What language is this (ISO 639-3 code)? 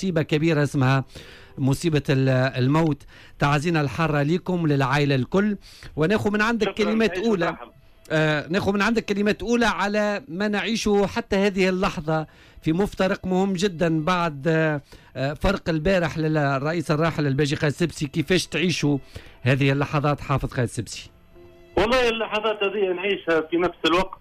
aeb